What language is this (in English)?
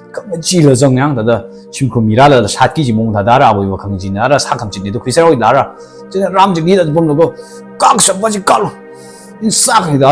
Tangkhul Naga (India)